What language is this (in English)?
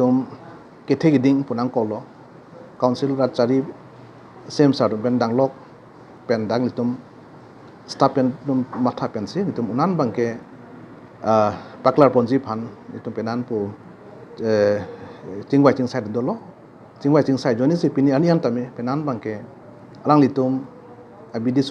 Karbi